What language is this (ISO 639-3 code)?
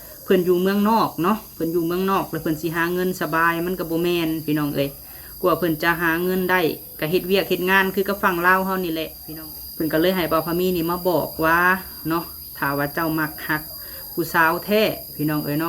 lao